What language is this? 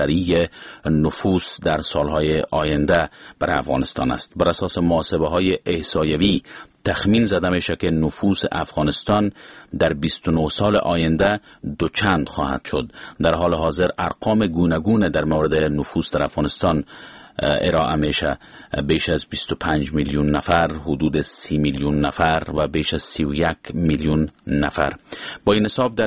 Persian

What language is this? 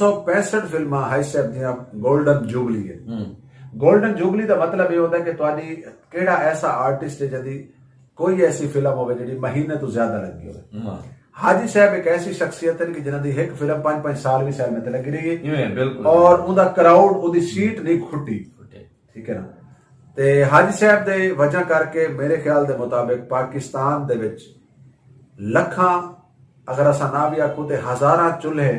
Saraiki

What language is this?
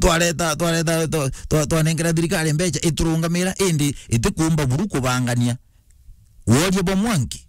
Meru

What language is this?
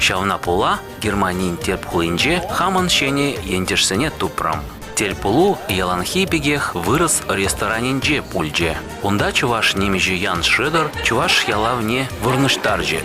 Chuvash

